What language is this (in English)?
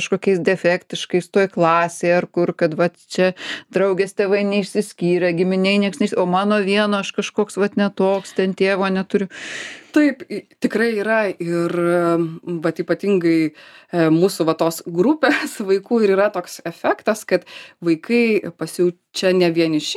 Lithuanian